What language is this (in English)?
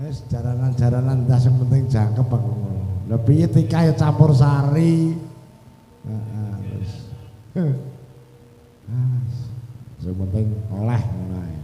Javanese